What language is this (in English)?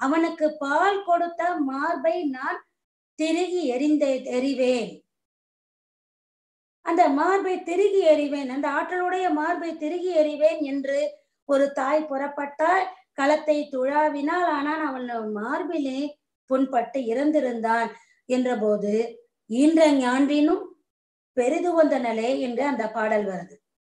Tamil